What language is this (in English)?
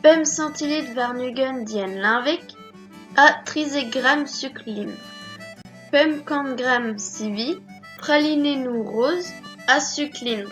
Breton